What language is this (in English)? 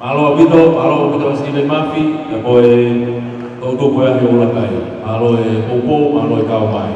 Tongan